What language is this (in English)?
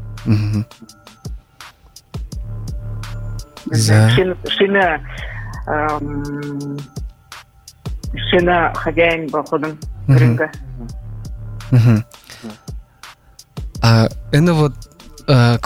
Buriat